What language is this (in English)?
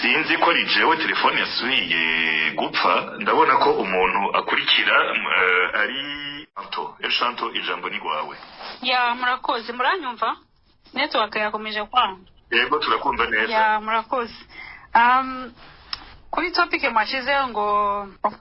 Rundi